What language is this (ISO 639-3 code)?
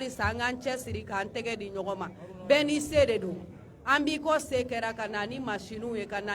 bam